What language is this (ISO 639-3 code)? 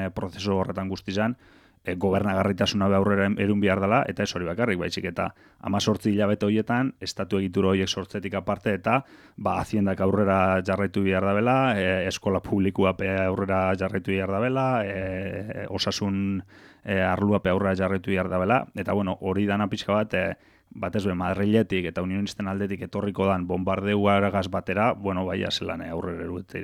eus